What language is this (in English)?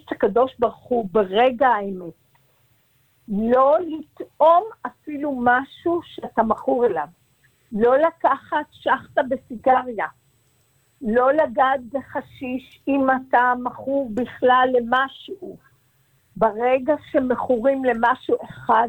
Hebrew